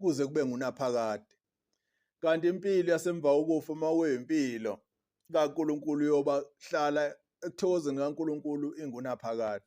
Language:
Zulu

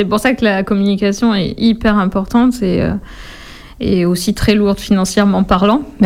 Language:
French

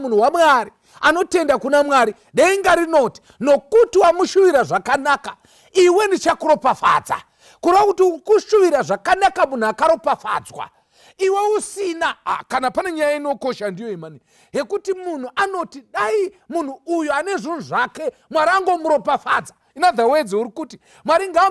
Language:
Shona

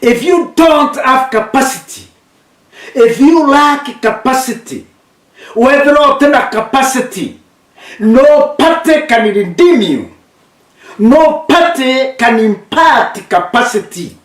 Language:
Meru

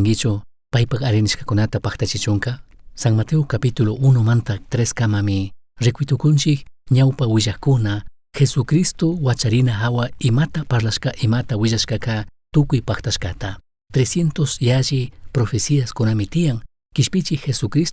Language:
Chimborazo Highland Quichua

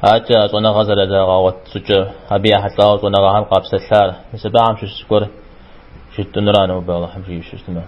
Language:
Kabardian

